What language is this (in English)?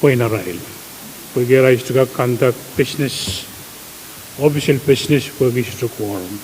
Pohnpeian